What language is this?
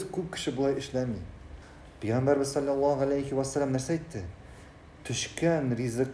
Tatar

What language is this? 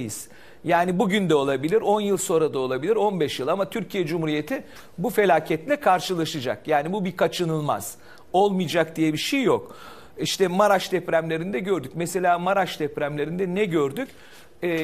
Turkish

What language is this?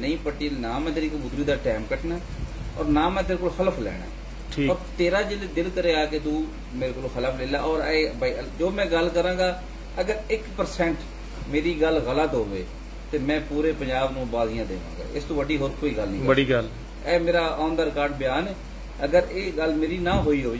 Punjabi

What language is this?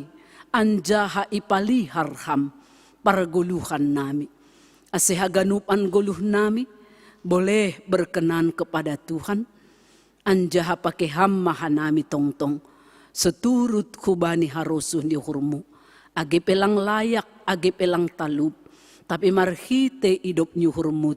Batak Simalungun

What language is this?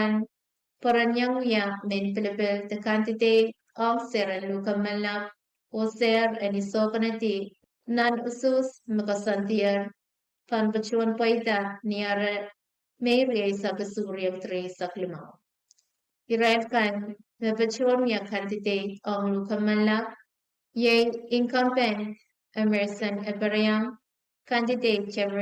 Pohnpeian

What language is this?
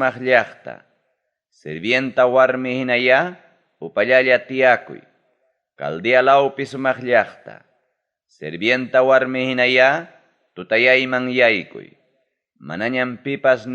Ayacucho Quechua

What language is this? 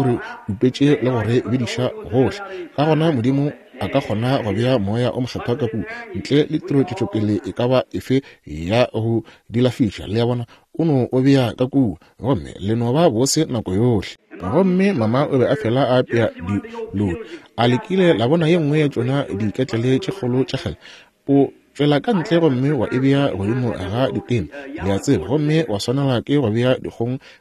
Northern Sotho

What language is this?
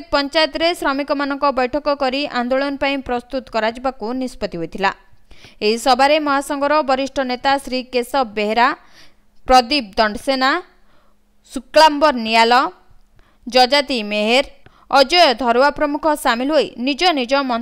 Odia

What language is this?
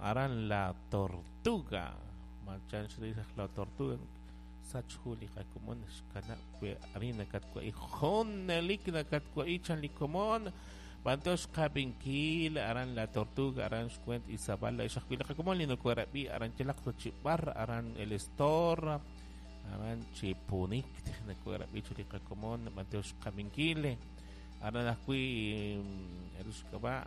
Kekchí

